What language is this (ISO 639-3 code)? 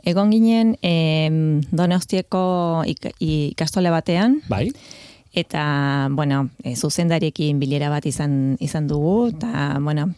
eus